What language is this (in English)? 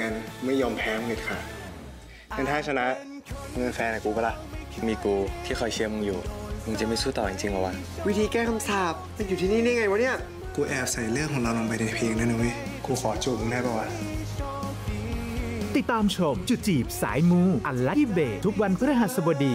Thai